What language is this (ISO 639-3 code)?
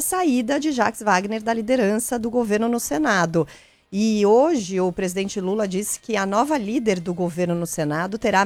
por